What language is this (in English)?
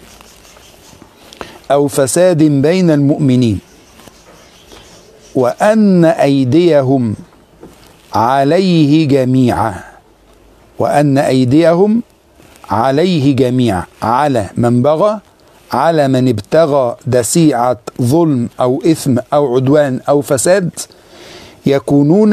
Arabic